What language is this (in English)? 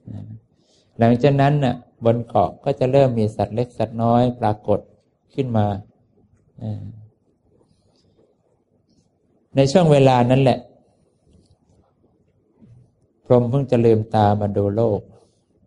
Thai